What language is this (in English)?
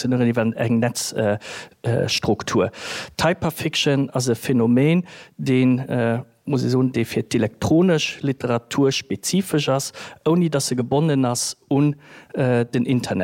Luxembourgish